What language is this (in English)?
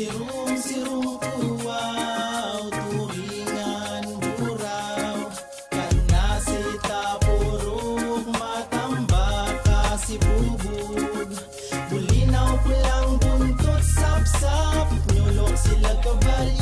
Bikol